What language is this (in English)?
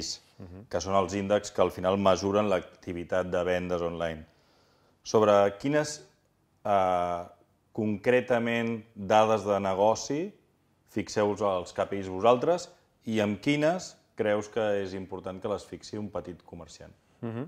Catalan